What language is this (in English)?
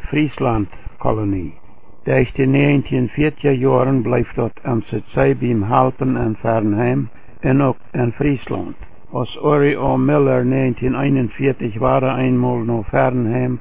Plautdietsch